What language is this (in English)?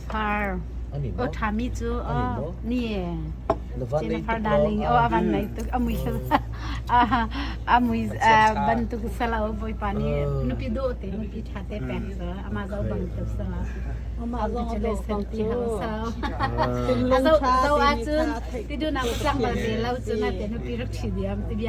Hakha Chin